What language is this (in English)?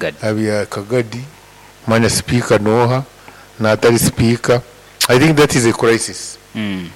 Nyoro